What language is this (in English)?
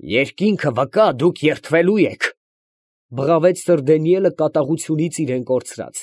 Armenian